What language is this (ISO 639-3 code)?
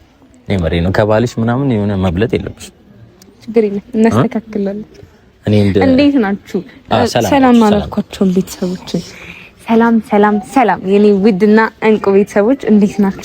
amh